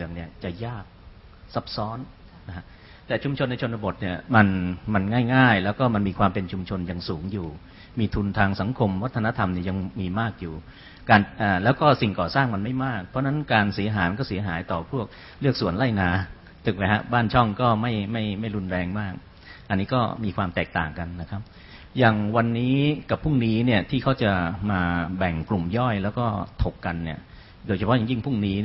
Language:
Thai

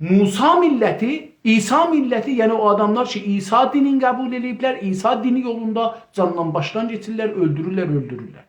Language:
South Azerbaijani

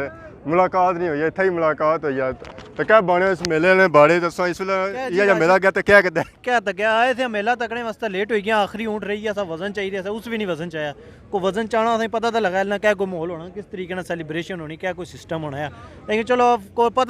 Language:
Pahari-Potwari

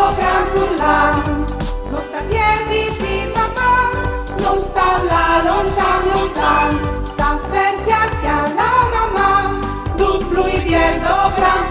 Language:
Friulian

